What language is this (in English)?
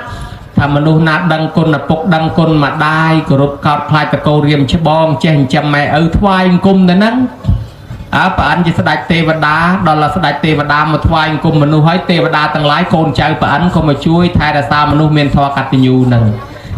Khmer